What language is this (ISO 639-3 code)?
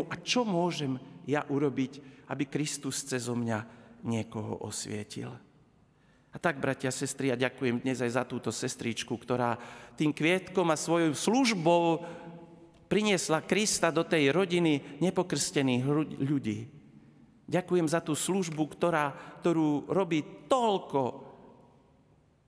slk